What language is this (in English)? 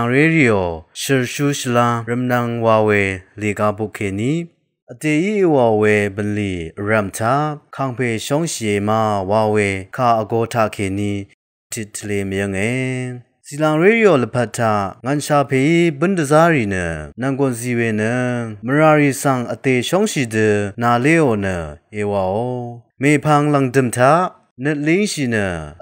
Rawang